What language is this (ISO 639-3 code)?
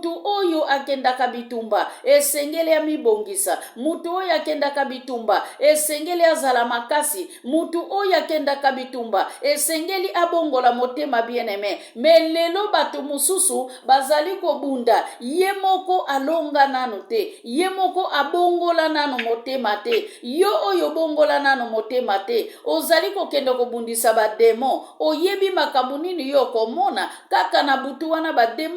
lin